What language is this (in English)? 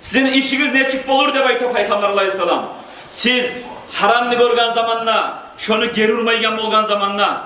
Kumyk